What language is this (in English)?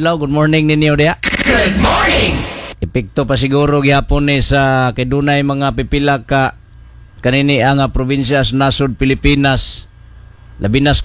Cebuano